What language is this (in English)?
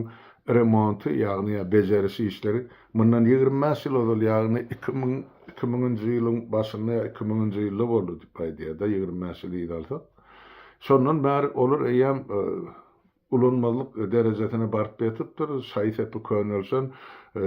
Turkmen